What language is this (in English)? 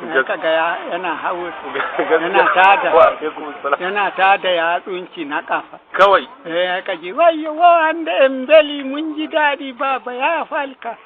Hausa